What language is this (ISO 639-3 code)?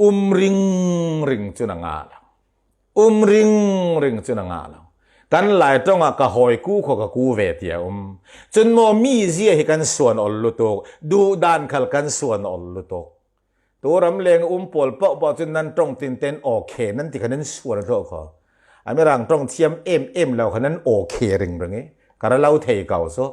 cfm